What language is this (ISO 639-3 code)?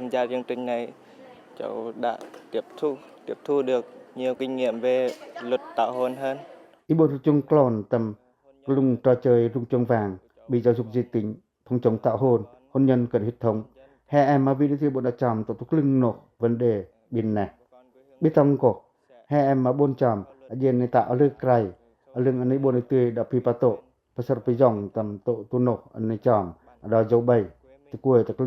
pac